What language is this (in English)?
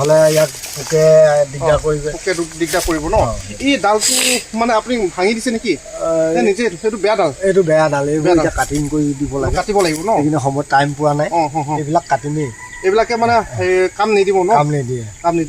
Assamese